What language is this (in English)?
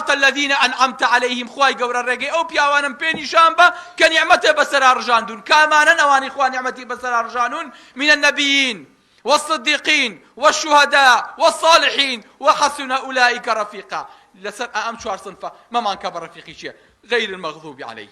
Central Kurdish